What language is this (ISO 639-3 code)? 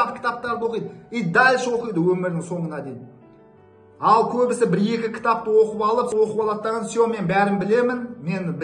kaz